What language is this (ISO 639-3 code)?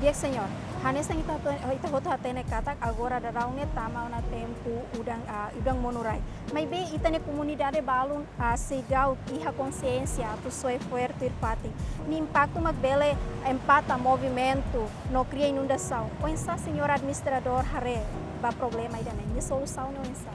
tet